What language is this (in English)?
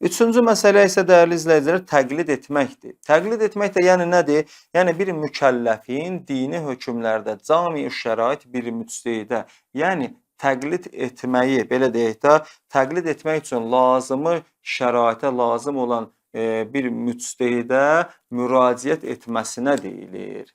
Azerbaijani